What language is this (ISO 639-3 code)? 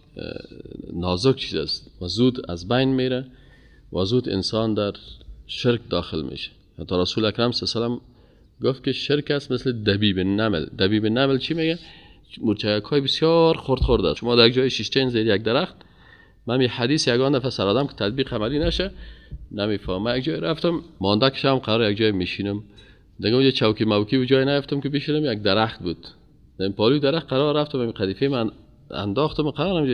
fas